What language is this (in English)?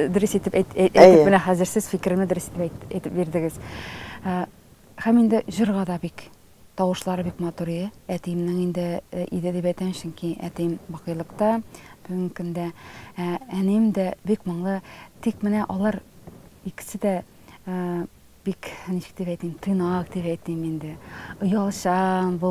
Tatar